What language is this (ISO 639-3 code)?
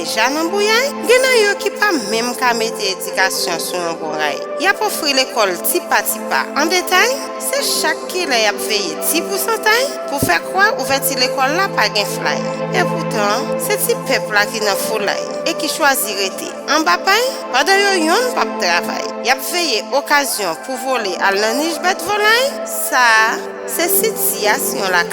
hat